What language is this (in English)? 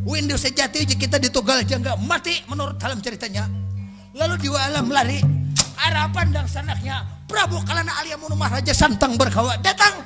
Banjar